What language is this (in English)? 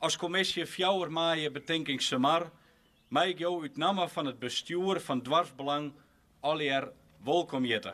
Western Frisian